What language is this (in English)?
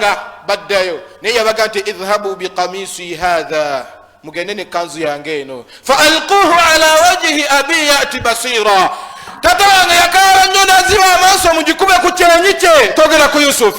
Ganda